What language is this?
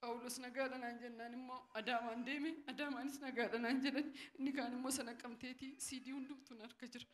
Oromo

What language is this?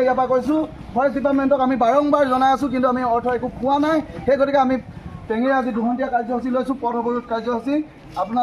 Assamese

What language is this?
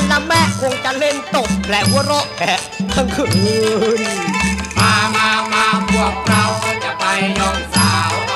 Thai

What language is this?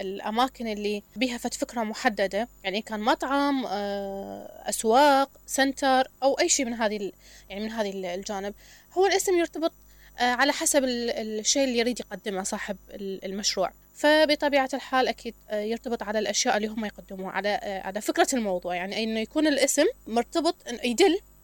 Mesopotamian Arabic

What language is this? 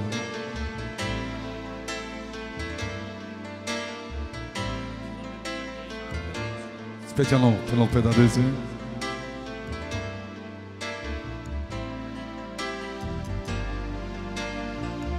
Romany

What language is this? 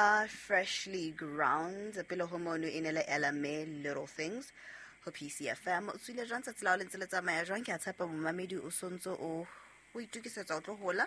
Southern Sotho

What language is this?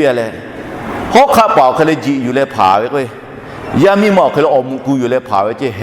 Lahu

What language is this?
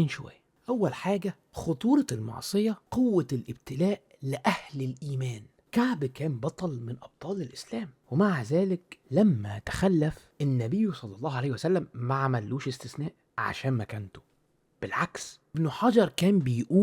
Egyptian Arabic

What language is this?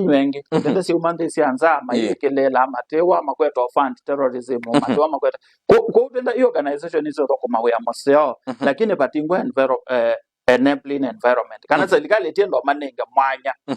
Kamba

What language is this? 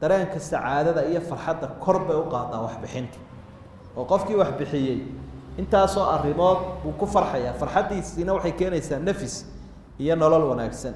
Somali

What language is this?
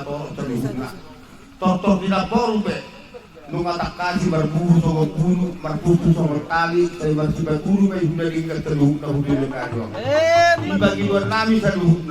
Batak Toba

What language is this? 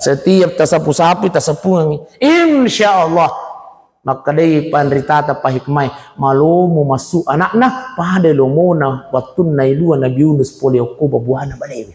Buginese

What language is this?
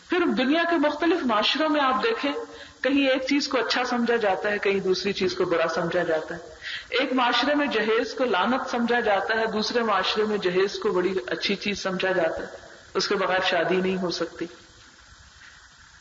Urdu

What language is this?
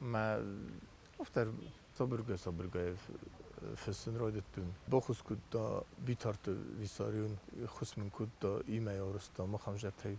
Ossetic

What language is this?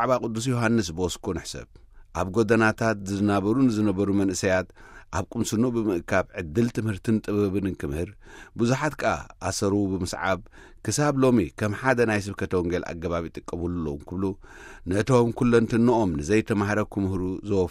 Tigrinya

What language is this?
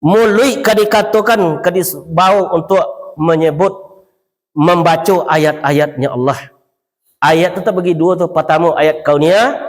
Minangkabau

